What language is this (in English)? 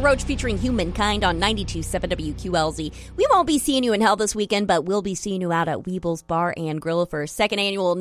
English